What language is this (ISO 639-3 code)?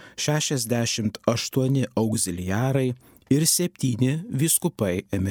lit